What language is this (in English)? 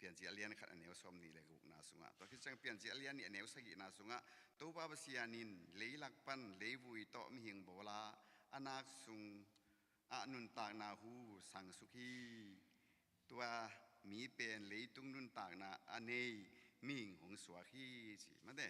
Tedim Chin